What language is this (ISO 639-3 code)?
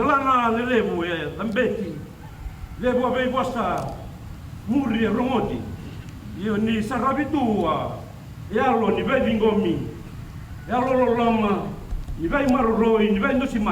fij